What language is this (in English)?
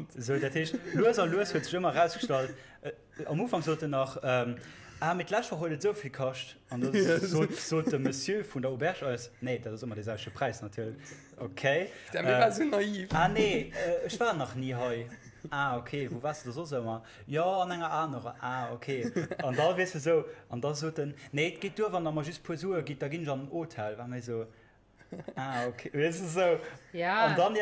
Luxembourgish